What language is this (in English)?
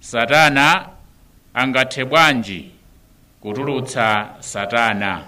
Nyanja